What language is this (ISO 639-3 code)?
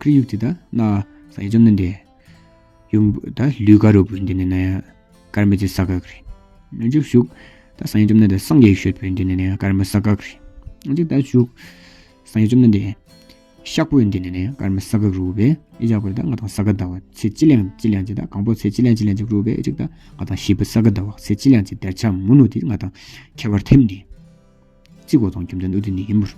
twm